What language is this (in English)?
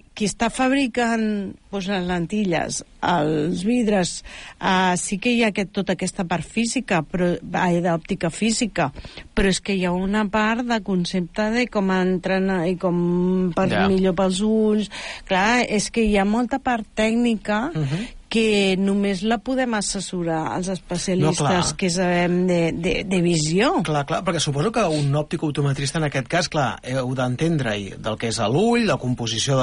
Catalan